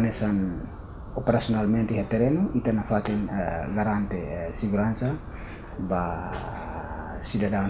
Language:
Tetum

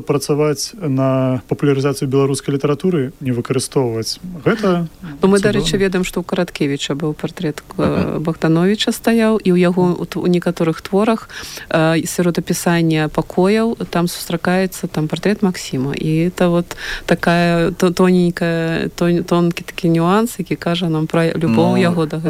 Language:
Belarusian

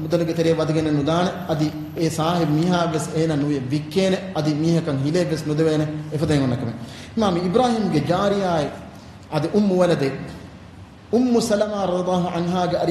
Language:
Divehi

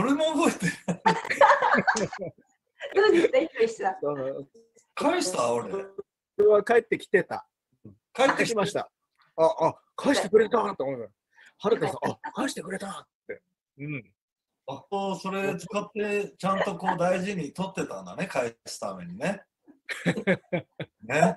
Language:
Japanese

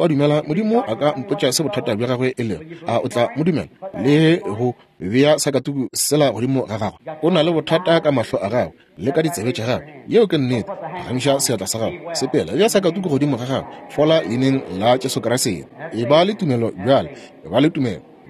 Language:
Northern Sotho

